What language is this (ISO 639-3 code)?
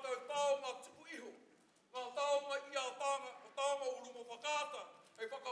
mri